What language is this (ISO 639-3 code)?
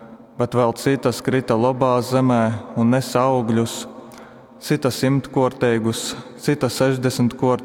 ltg